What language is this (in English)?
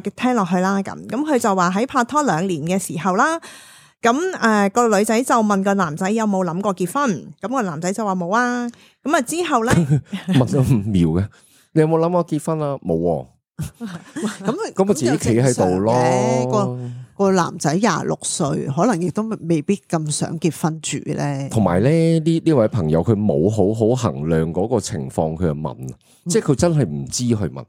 Cantonese